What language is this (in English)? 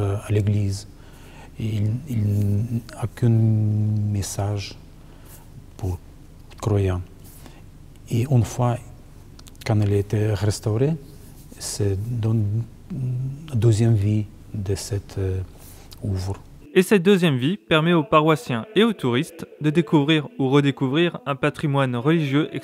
French